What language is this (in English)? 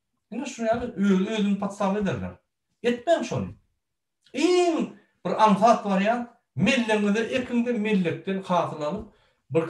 Turkmen